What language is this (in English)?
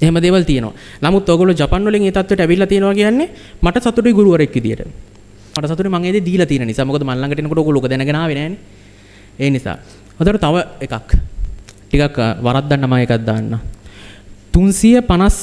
Sinhala